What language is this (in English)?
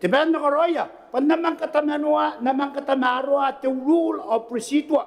Gilbertese